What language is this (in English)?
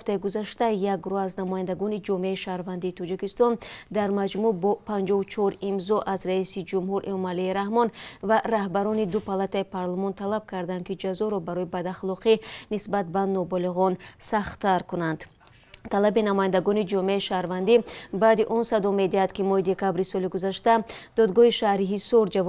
Tajik